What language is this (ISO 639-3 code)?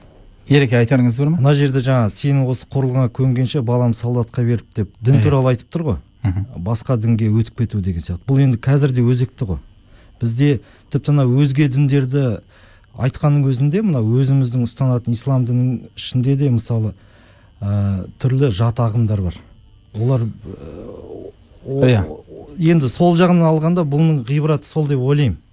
kaz